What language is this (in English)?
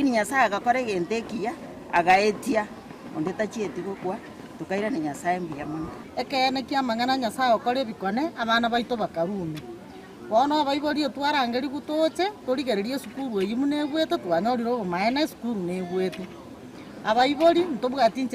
Gusii